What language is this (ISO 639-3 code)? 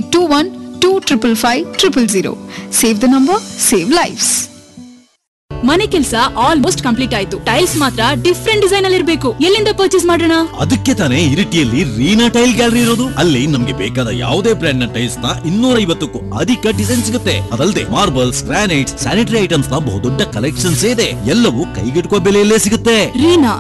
kan